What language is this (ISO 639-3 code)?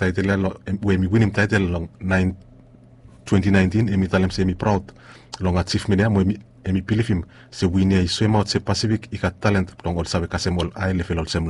bis